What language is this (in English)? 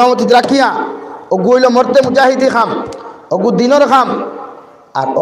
Sylheti